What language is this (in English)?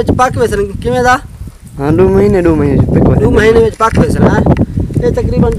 Saraiki